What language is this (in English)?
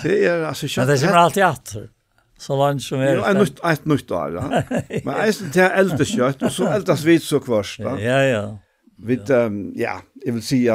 Faroese